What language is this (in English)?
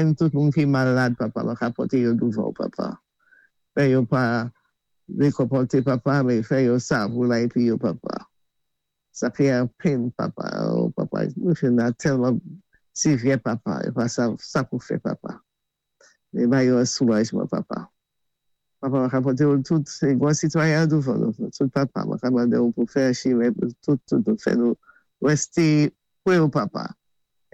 Saint Lucian Creole French